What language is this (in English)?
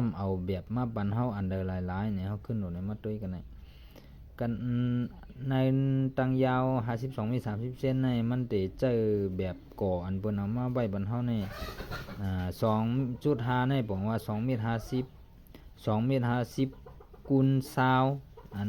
Shan